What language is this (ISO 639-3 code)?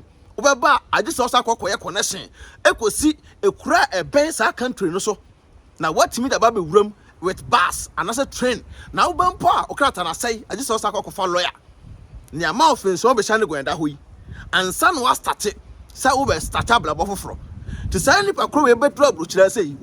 aka